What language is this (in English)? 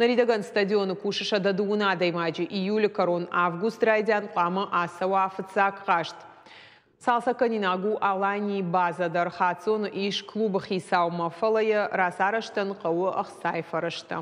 Ossetic